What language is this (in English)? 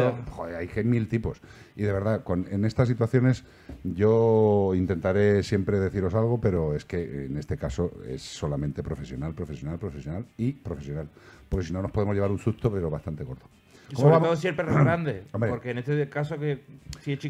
Spanish